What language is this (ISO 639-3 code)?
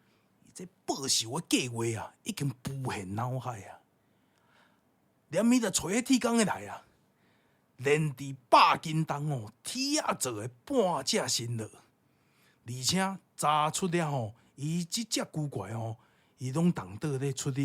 nan